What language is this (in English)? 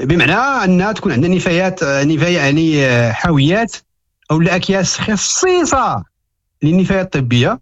Moroccan Arabic